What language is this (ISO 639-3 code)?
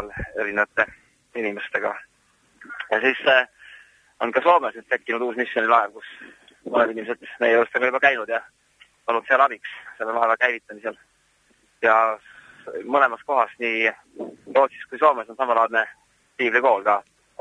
est